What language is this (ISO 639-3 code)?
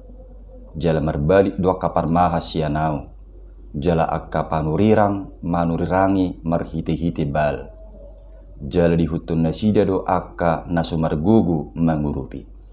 bbc